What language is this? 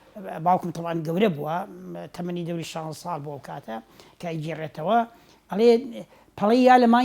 Central Kurdish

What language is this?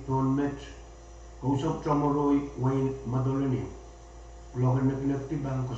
Pohnpeian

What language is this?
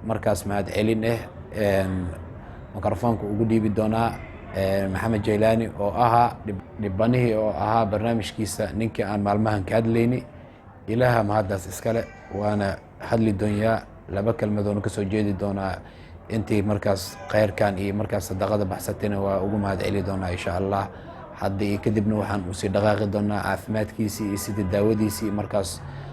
Somali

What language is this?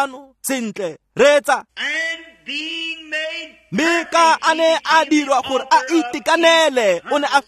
Tswana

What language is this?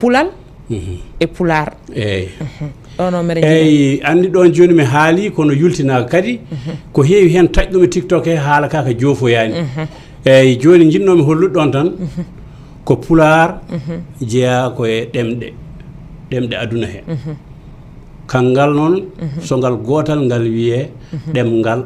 Fula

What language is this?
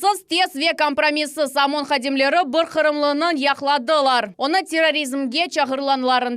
Crimean Tatar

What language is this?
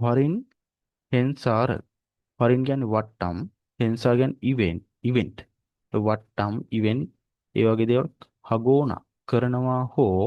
Sinhala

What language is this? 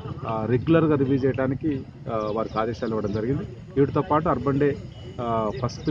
Telugu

